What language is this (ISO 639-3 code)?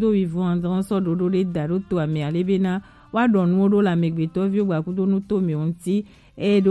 gej